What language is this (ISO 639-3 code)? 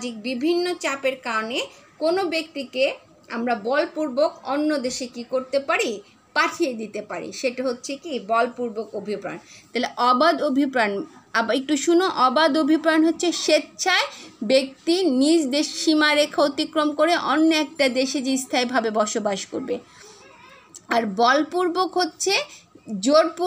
ben